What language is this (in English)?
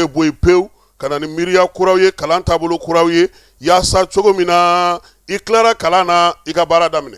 Bambara